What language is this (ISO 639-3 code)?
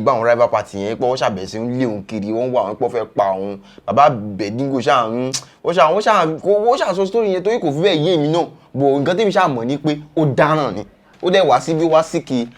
yor